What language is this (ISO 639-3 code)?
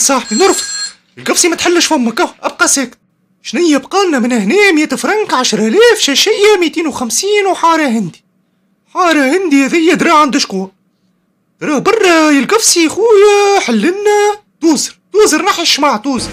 aeb